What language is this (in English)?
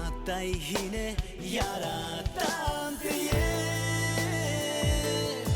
Bashkir